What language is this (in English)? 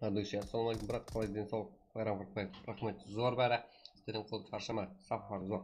Kara-Kalpak